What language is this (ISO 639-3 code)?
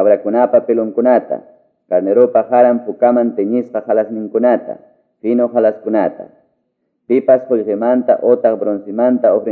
que